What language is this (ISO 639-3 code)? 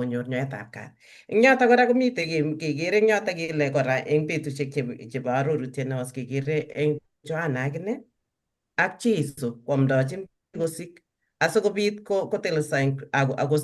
kln